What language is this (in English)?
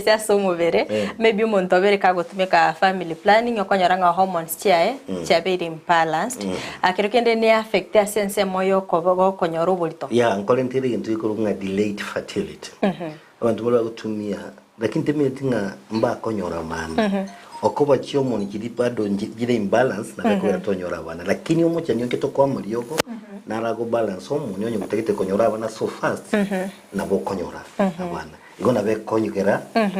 Gusii